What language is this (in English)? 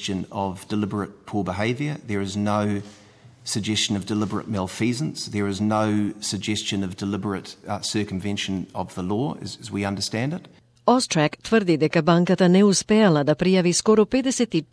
Macedonian